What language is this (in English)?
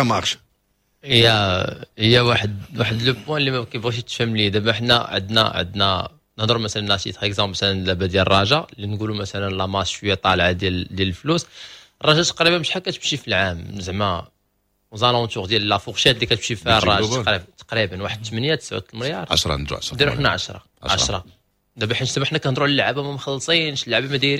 Moroccan Arabic